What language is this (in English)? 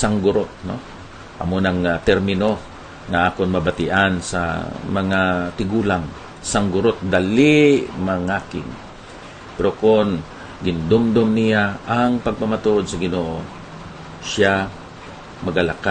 Hiligaynon